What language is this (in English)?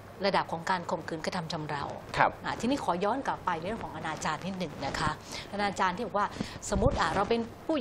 Thai